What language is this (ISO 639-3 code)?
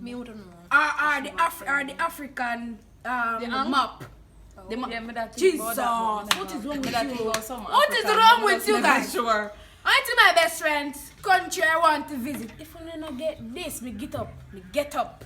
jam